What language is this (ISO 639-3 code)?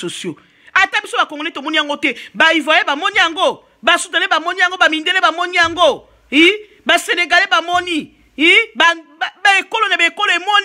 lin